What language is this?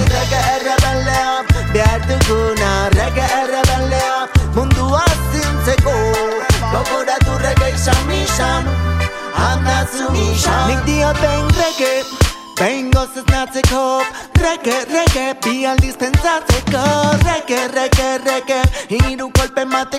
Basque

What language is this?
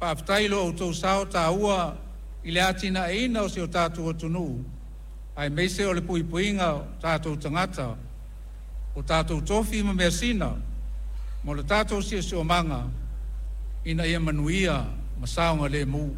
Samoan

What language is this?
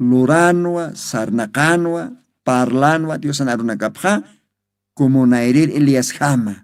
Aymara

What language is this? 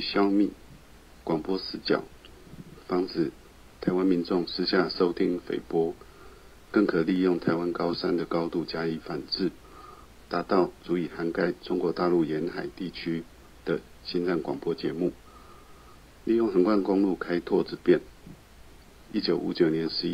Chinese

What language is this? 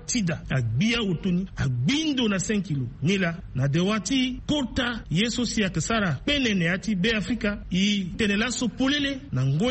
Sango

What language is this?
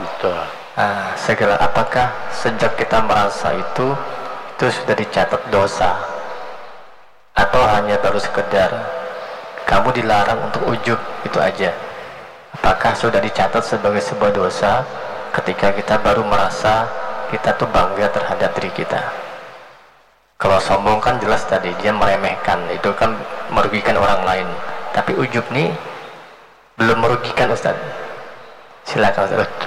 Indonesian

